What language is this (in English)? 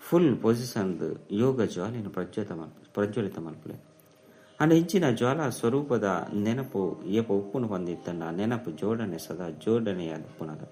Tulu